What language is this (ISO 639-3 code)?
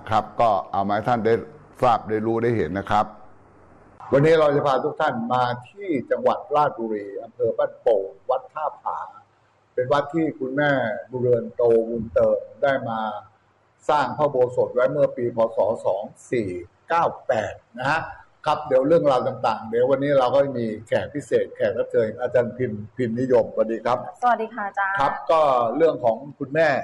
tha